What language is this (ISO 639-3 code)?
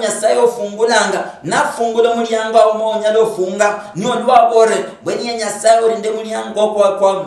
luy